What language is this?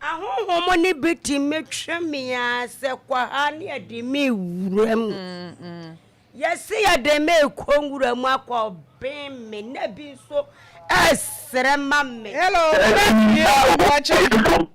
Akan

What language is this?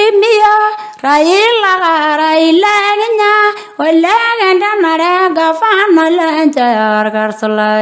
Masai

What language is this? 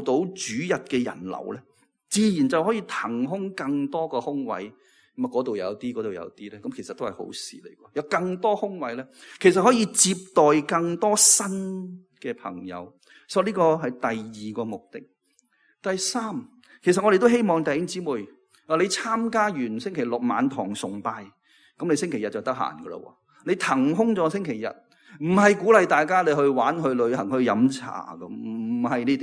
Cantonese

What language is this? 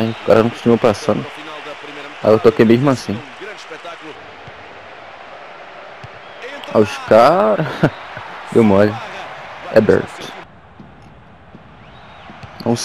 Portuguese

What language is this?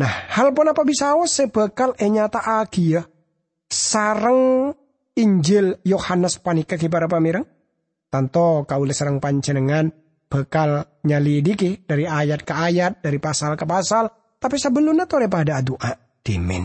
Madurese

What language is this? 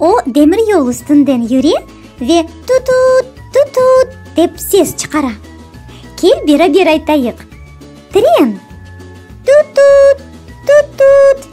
Crimean Tatar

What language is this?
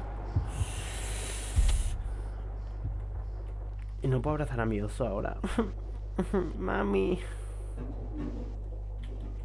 Spanish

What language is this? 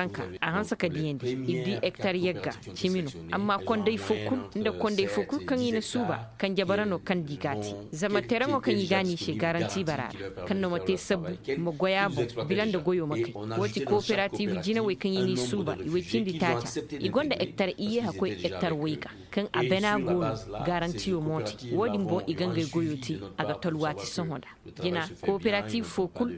Zarma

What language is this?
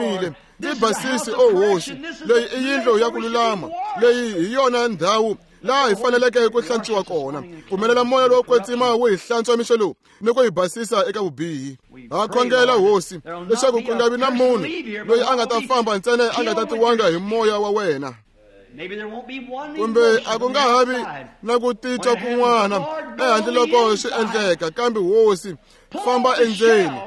Tsonga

